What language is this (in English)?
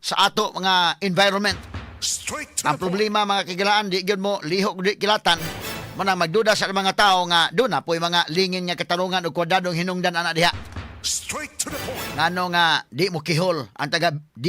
Cebuano